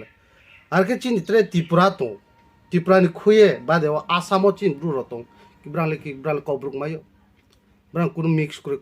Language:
Riang (India)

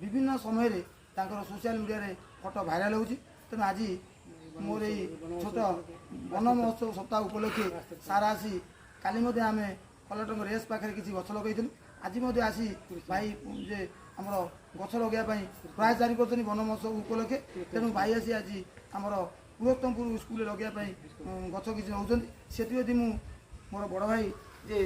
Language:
Odia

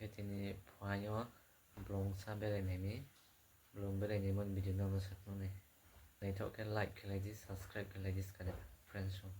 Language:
Kok Borok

